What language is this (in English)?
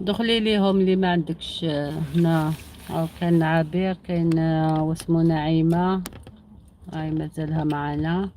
Algerian Arabic